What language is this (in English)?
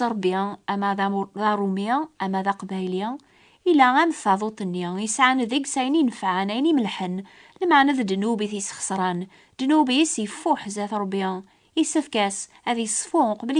Kabyle